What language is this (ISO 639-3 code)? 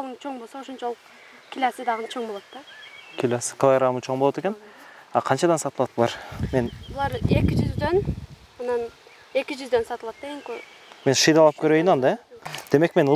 kir